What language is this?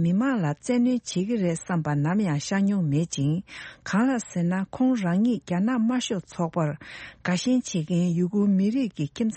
Tibetan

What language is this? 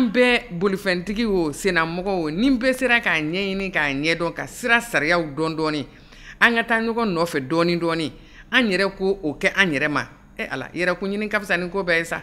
Bambara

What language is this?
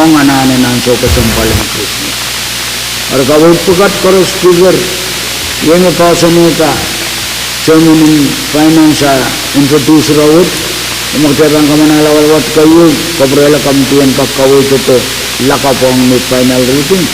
Pohnpeian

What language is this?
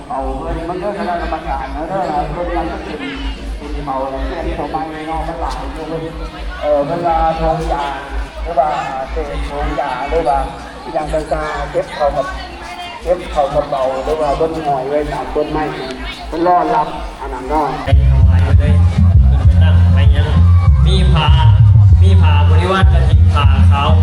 Lao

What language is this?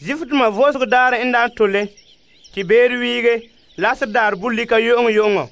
Frafra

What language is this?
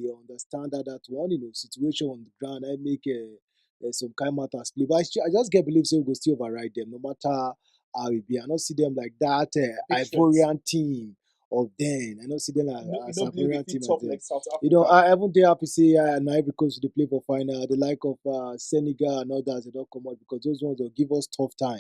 Nigerian Pidgin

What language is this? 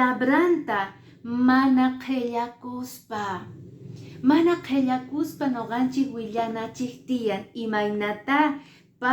Quechua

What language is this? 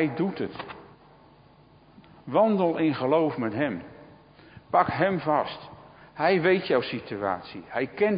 Dutch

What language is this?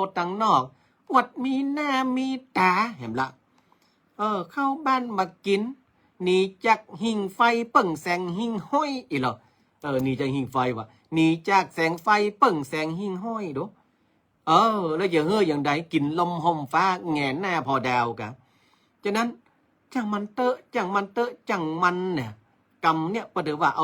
Northern Thai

